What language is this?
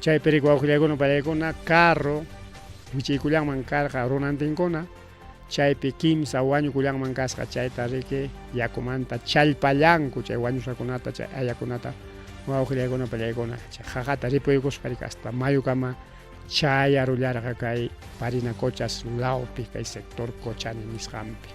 Ayacucho Quechua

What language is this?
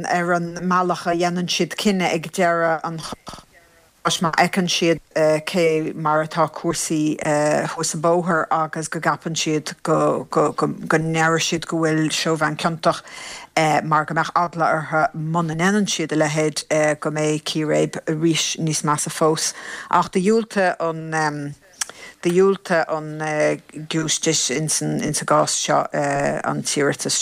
Irish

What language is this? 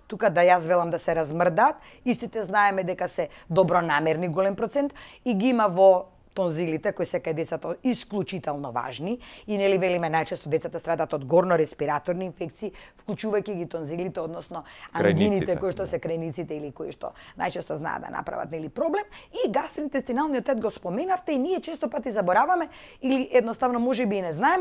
Macedonian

